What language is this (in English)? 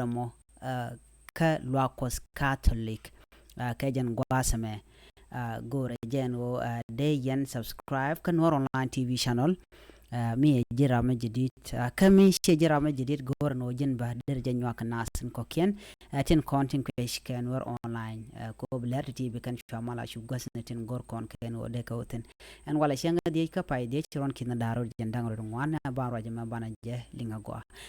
Nuer